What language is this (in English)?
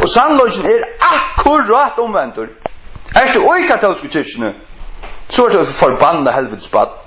Faroese